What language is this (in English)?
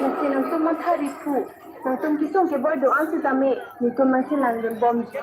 Karbi